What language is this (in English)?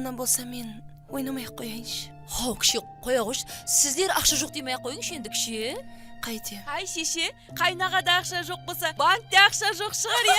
Kara-Kalpak